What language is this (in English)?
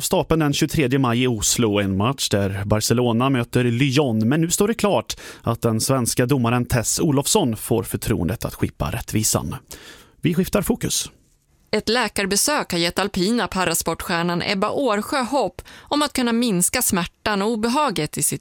Swedish